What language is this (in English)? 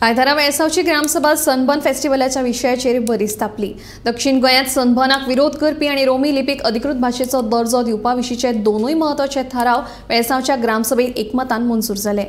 Konkani